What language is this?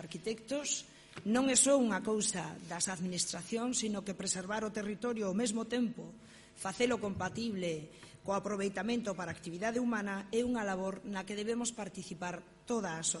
Galician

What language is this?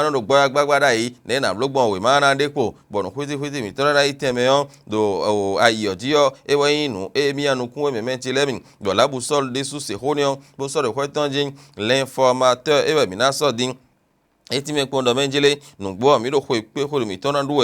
Fon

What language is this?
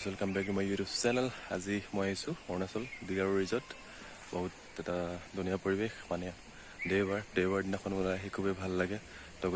Assamese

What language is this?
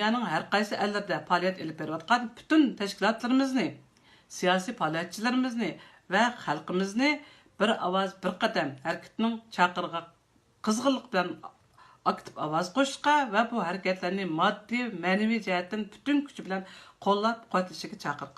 Uyghur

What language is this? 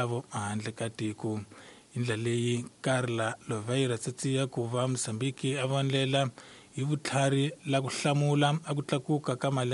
Tsonga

